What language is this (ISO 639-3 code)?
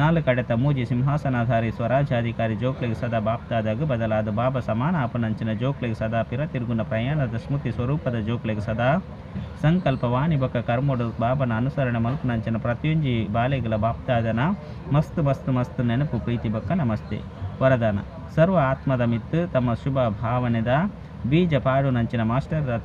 tcy